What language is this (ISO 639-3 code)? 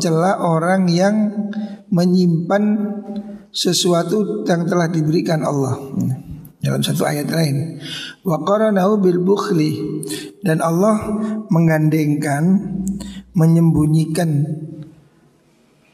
ind